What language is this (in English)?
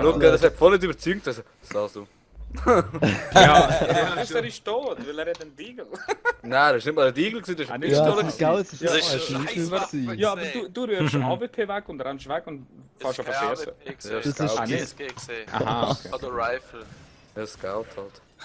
Swiss German